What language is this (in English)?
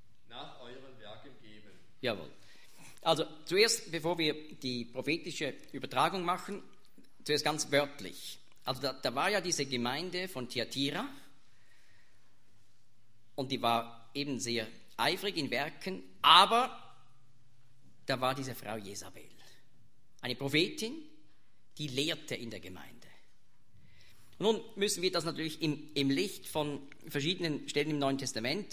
German